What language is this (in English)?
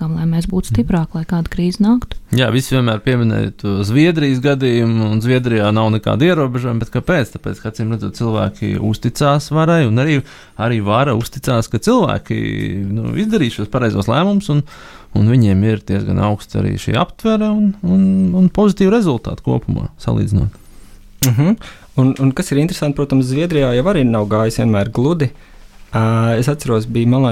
Latvian